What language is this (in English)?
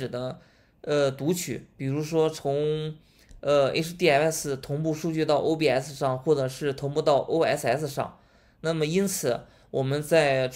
Chinese